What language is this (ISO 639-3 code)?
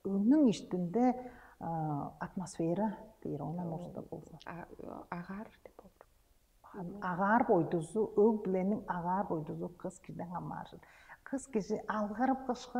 tyv